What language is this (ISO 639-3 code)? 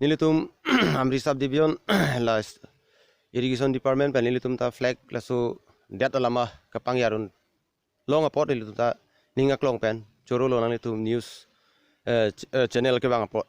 mjw